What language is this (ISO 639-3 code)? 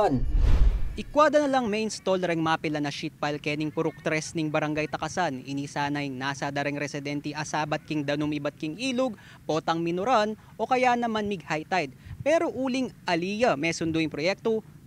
pam